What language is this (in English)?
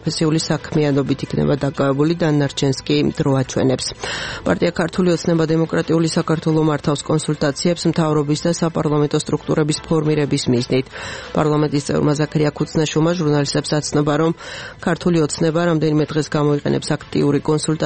Georgian